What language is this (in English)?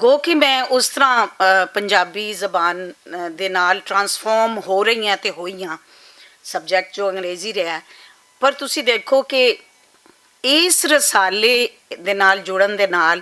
Western Panjabi